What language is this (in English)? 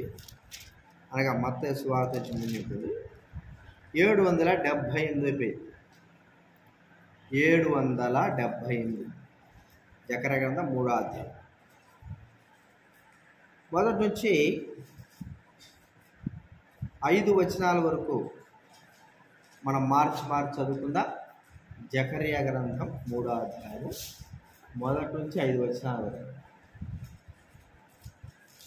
Telugu